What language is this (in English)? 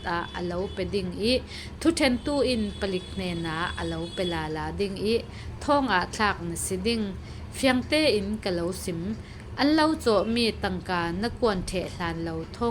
Falam Chin